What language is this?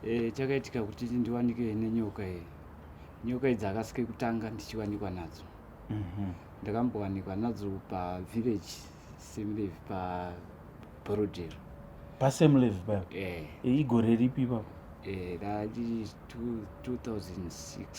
Shona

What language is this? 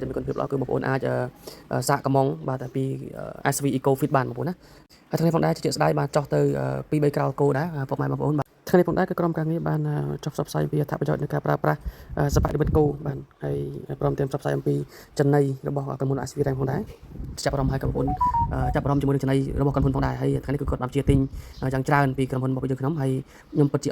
Khmer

